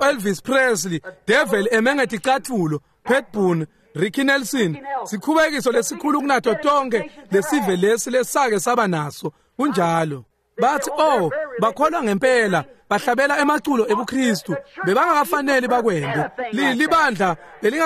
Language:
Swati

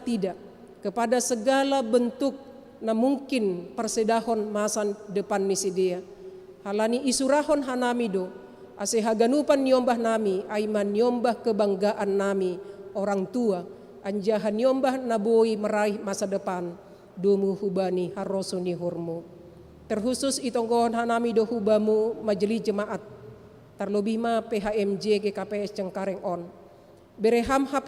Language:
Batak Simalungun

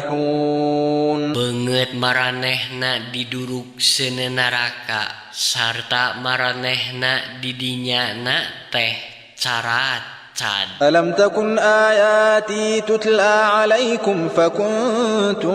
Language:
Sundanese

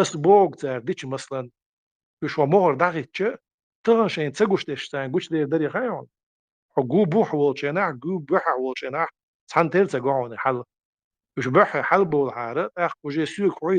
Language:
Chechen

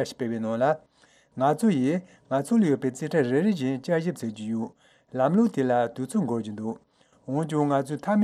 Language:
Tibetan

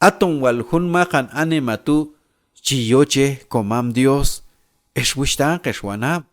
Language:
Q'anjob'al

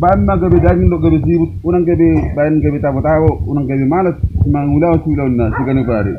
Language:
Batak Toba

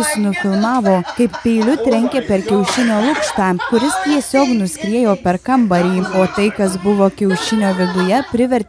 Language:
Lithuanian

